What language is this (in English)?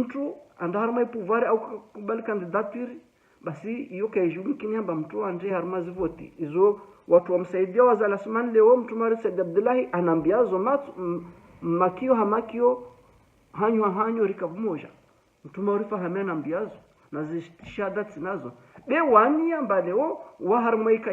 Ngazidja Comorian